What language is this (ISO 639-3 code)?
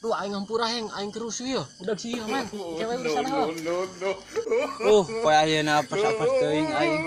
sun